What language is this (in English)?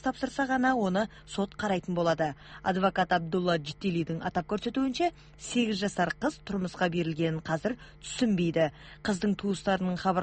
Kazakh